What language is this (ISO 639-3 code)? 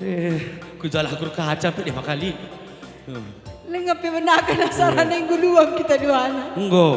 btx